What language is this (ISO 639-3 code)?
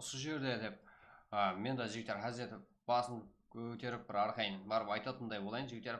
kaa